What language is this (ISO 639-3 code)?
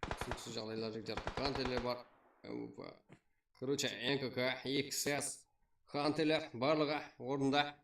kaa